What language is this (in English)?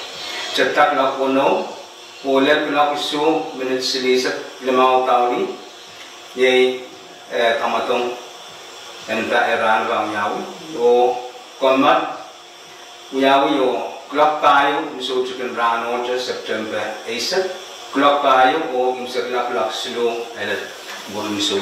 Pohnpeian